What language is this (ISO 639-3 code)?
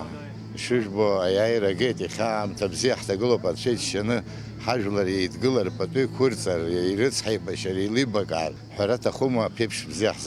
abk